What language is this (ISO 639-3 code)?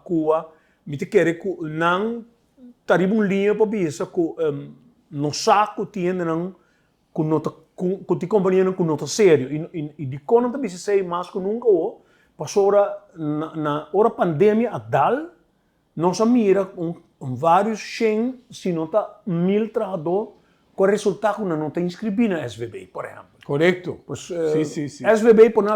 pap